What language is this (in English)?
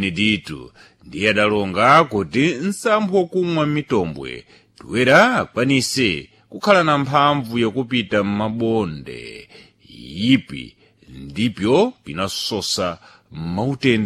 Sena